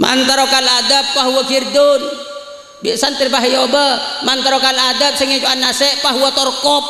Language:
Madurese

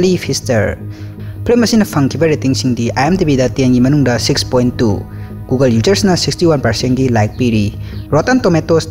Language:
Manipuri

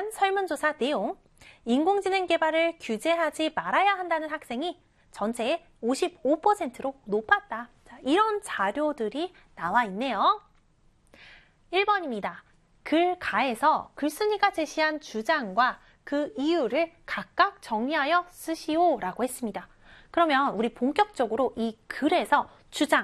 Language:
Korean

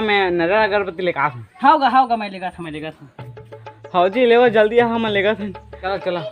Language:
Chhattisgarhi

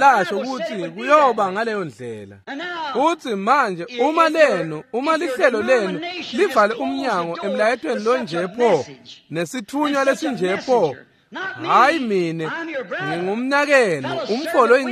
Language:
Swati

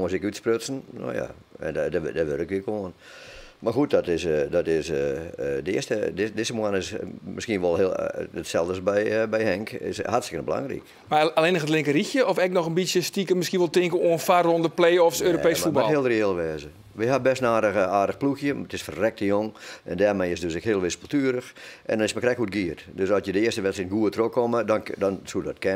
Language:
Western Frisian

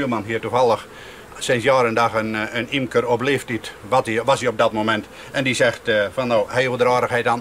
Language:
Western Frisian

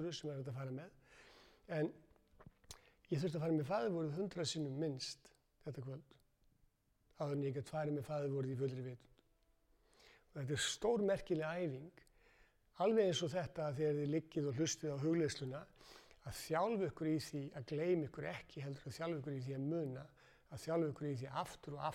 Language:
Icelandic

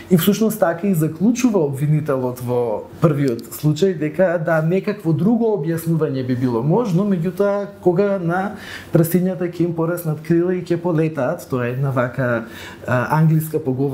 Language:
Macedonian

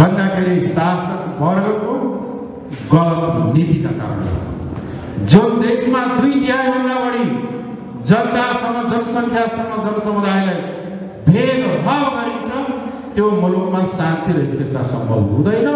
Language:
Nepali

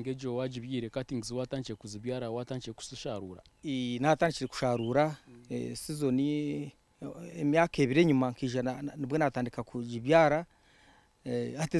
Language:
Nyankole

